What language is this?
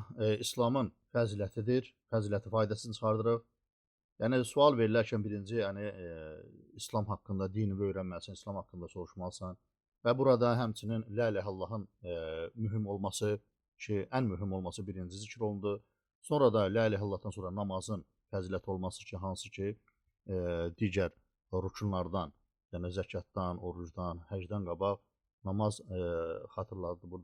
Azerbaijani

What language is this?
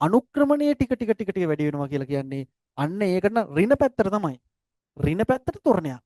Sinhala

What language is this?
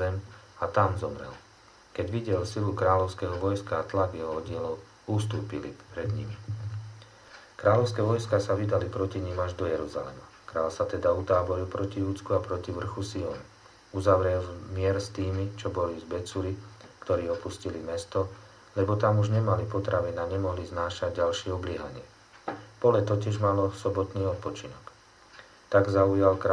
Slovak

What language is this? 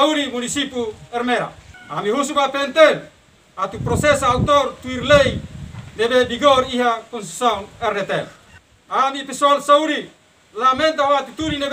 Tetum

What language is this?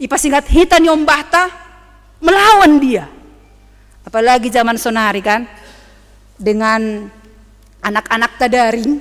Batak Simalungun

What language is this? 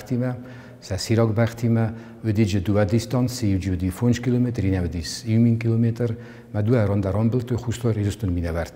Ossetic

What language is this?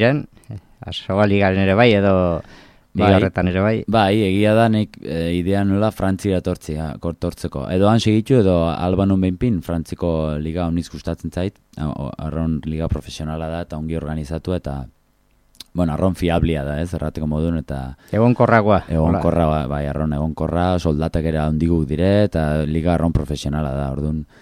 Basque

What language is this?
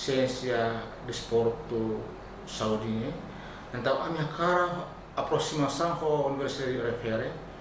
Tetum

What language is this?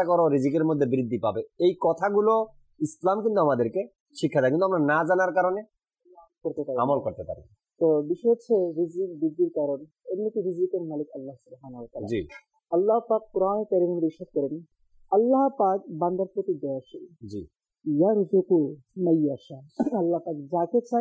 Bangla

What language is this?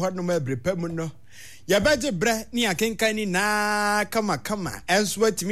Akan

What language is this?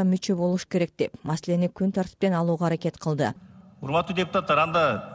Kyrgyz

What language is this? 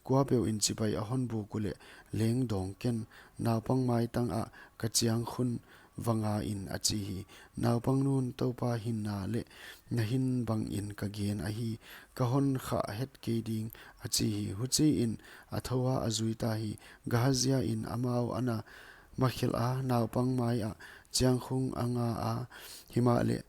Paite Chin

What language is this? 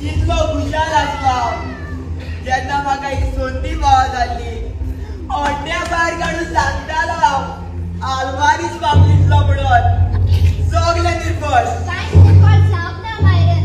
Konkani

